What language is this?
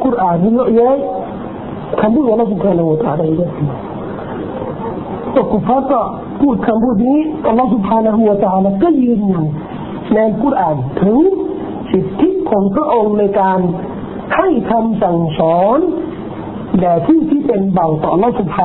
Thai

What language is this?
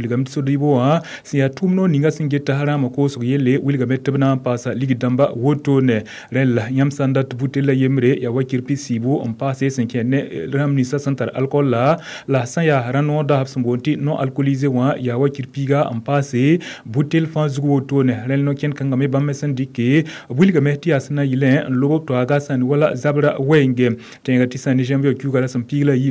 Mossi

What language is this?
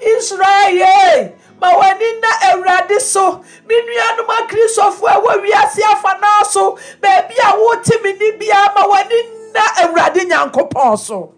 Akan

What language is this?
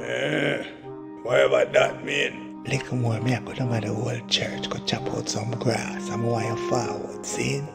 Jamaican Creole English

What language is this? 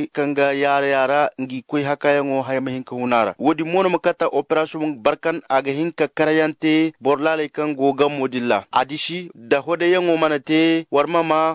Zarma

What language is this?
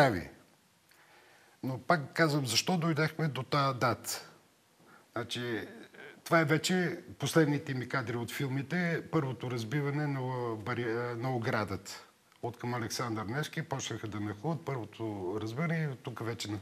Bulgarian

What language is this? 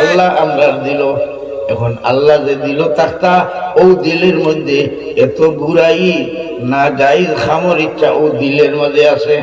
Sylheti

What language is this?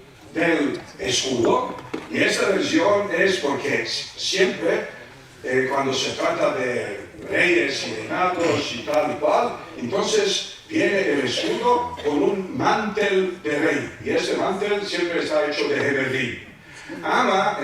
Ladino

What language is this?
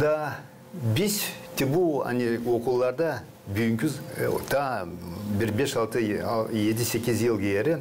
Gagauz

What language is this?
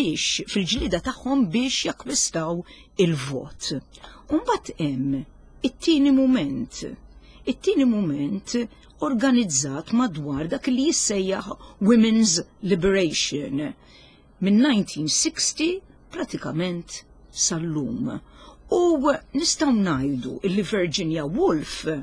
Maltese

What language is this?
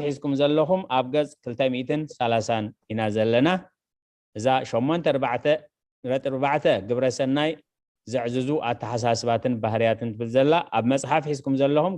Tigrinya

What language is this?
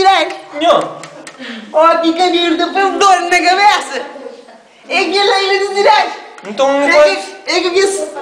Kabuverdianu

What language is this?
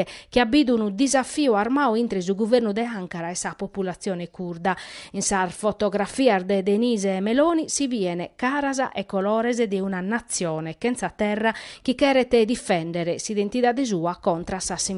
Sardinian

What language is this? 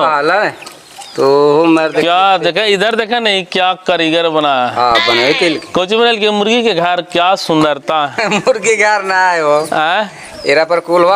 Magahi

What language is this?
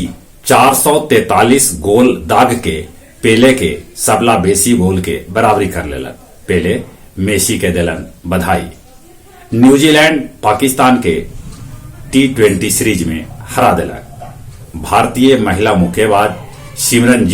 Magahi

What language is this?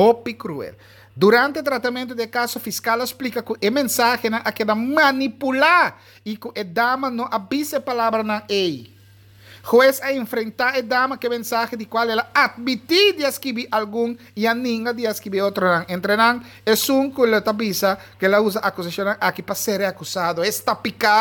Papiamento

